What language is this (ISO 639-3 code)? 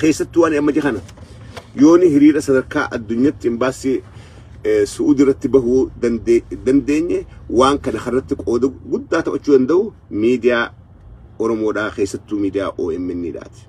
orm